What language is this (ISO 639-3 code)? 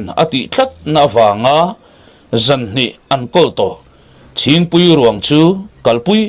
lus